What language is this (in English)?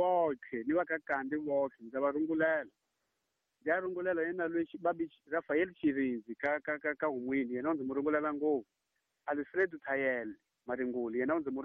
Tsonga